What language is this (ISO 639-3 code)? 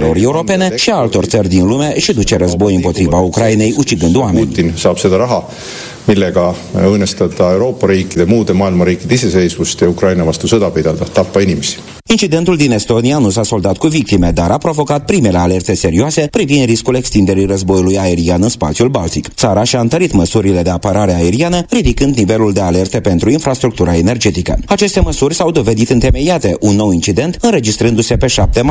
ron